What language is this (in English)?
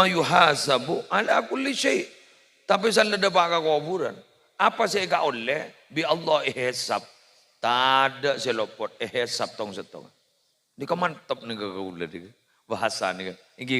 Madurese